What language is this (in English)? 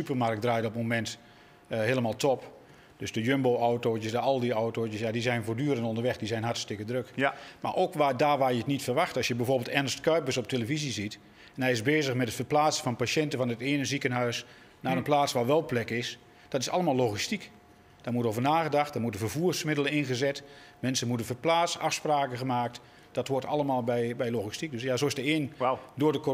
Dutch